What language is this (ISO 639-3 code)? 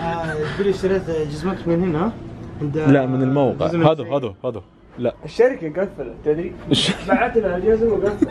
ars